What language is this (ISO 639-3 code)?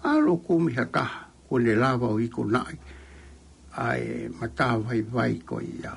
ton